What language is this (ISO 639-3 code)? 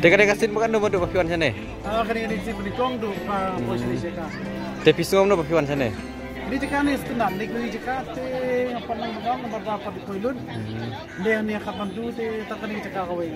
kha